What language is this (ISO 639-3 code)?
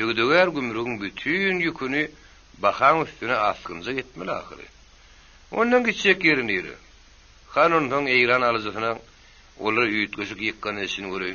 tuk